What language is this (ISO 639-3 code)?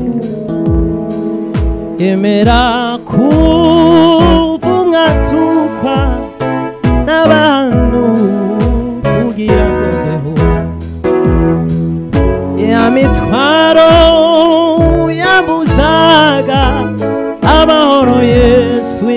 kin